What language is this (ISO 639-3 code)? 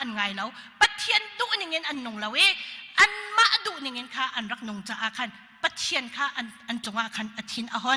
cnh